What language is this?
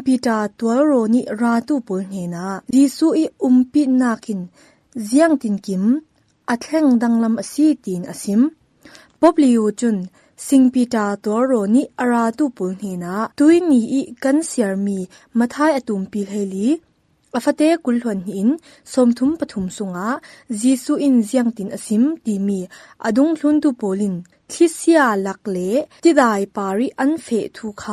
Falam Chin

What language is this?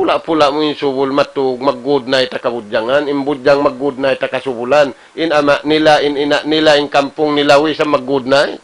Tausug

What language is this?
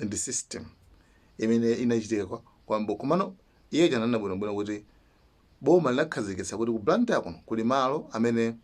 Nyanja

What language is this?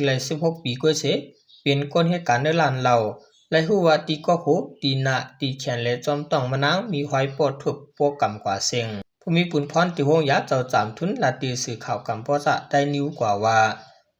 Shan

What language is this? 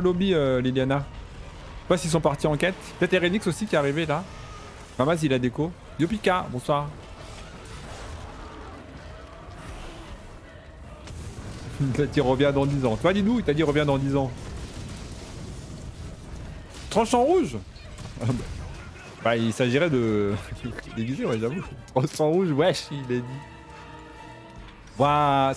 French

